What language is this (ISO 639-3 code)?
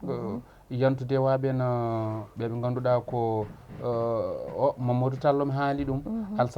ful